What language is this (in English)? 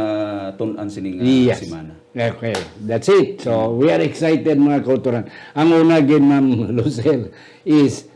Hiligaynon